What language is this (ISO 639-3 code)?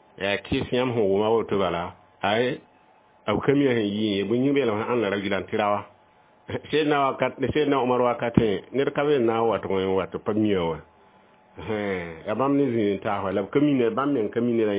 mos